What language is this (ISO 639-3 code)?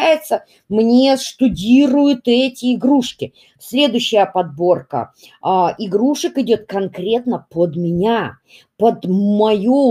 rus